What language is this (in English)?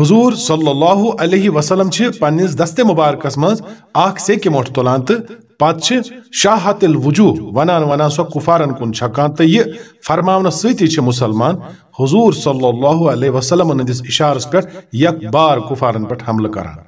Kashmiri